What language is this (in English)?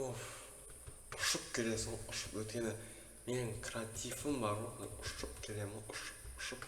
Kazakh